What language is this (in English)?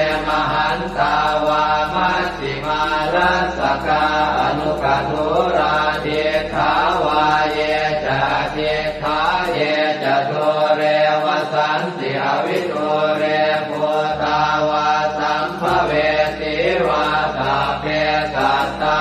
Pali